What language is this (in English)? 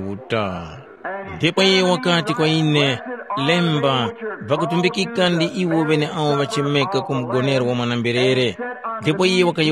Tumbuka